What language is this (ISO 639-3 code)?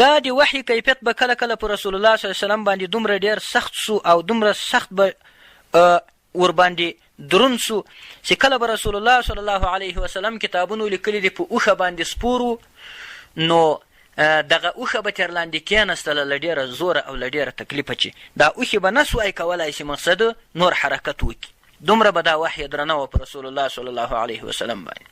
pus